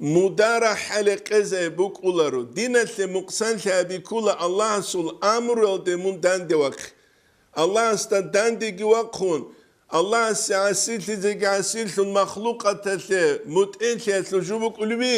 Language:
Avaric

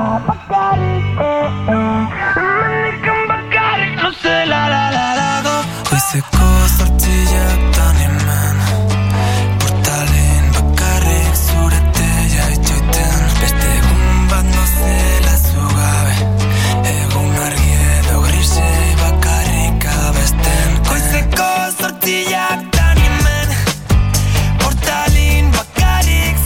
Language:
Basque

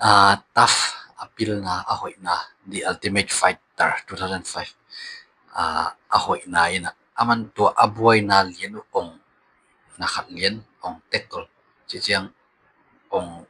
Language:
Tedim Chin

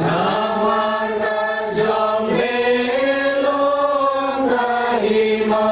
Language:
Khasi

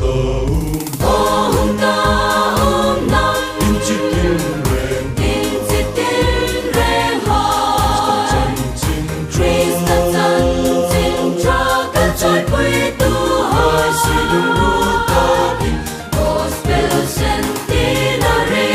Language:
Hmar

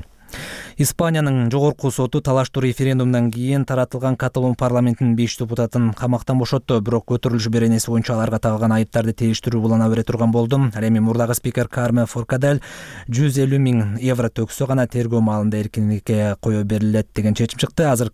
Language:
Kyrgyz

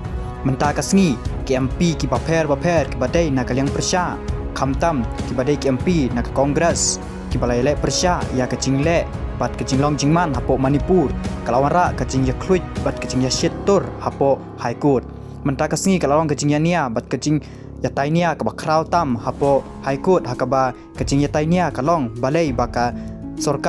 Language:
Khasi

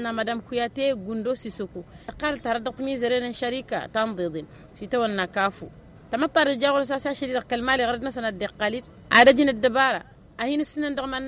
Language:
Tamasheq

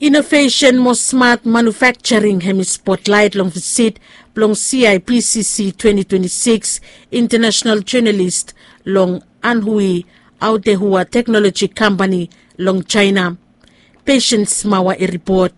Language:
Bislama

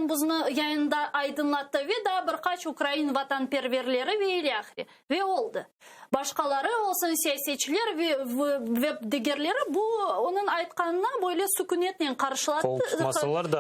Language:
Crimean Tatar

